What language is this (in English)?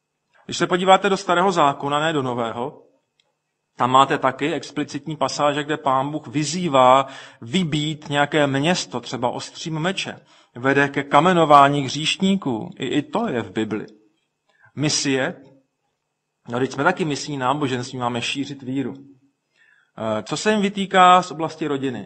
Czech